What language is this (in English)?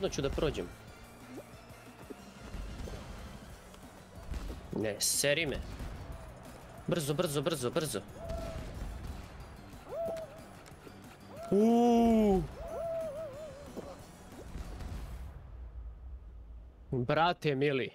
Serbian